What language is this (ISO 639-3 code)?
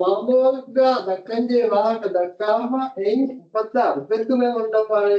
div